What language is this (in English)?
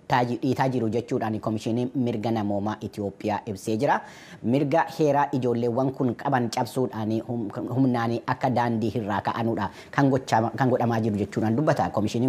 Oromo